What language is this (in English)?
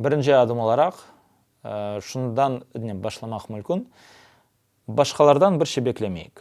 Crimean Tatar